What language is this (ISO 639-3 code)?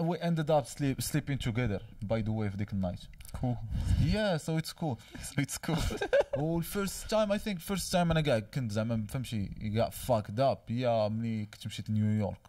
ary